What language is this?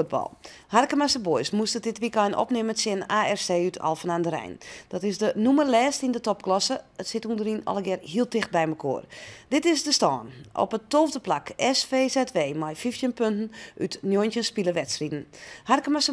Western Frisian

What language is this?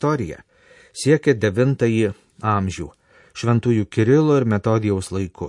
Lithuanian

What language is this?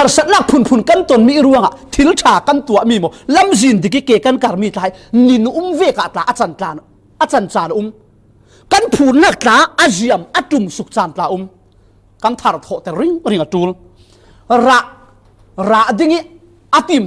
Falam Chin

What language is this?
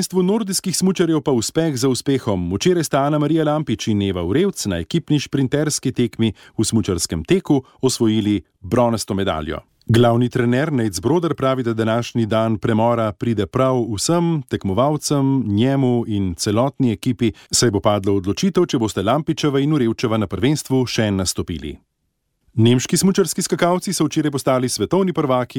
Slovenian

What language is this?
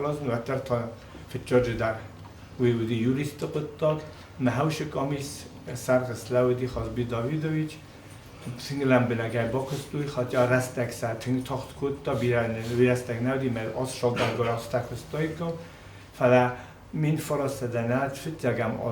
Ossetic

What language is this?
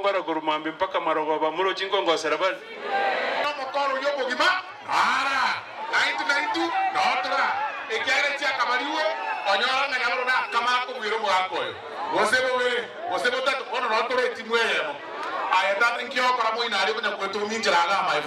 Gusii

